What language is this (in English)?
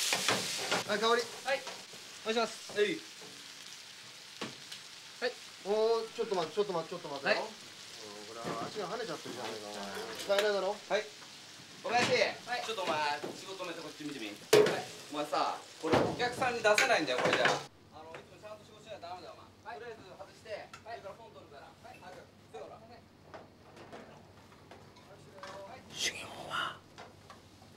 Japanese